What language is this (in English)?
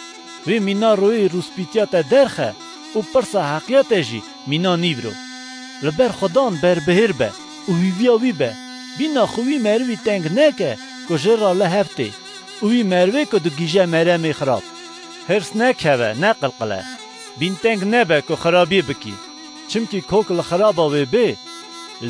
Kurdish